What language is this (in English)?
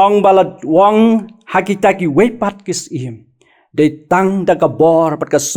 Khasi